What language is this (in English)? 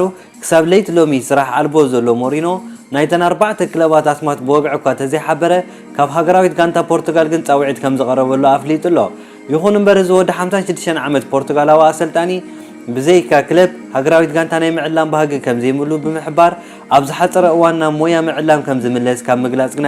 Tigrinya